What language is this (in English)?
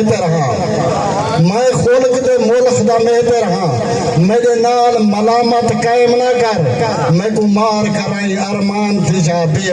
Saraiki